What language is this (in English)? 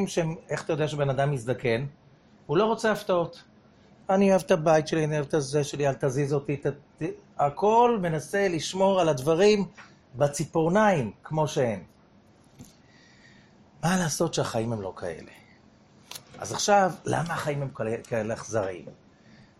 Hebrew